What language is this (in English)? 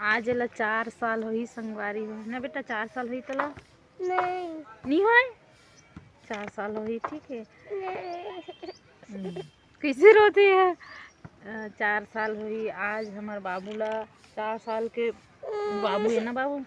Chhattisgarhi